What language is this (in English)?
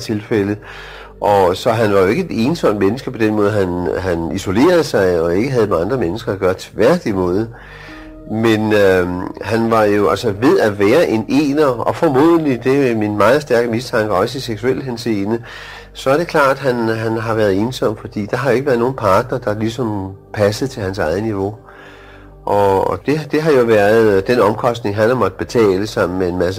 Danish